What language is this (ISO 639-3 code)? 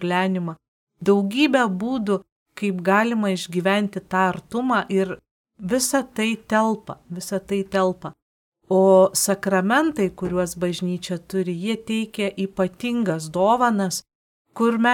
lit